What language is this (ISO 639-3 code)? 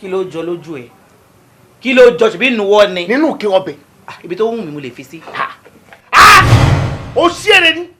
yor